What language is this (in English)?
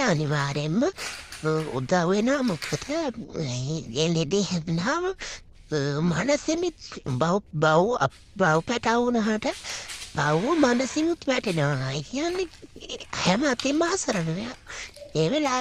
Sinhala